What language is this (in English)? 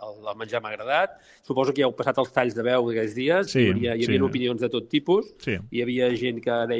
Catalan